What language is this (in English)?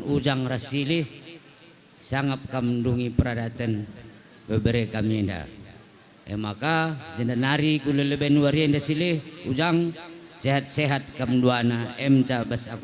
Batak Karo